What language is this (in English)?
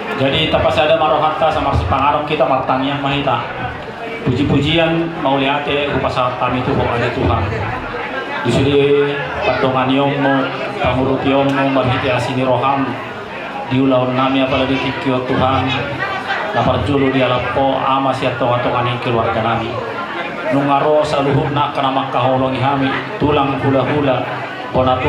Batak Toba